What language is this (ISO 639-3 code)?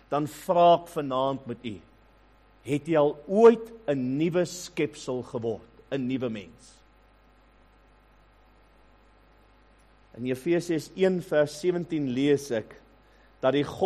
afr